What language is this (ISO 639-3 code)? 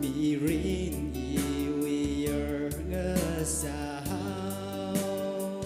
nmf